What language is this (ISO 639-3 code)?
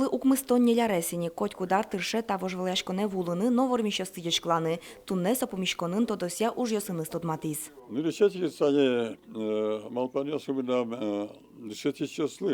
udm